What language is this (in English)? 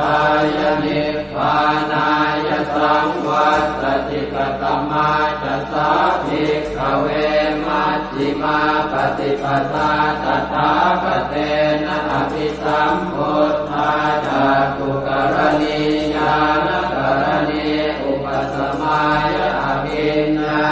Pali